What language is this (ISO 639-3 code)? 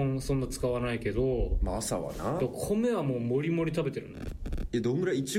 jpn